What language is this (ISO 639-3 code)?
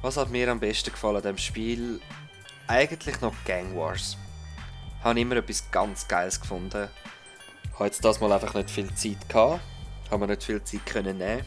gsw